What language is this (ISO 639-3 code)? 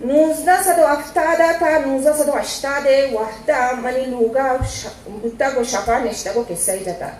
bgp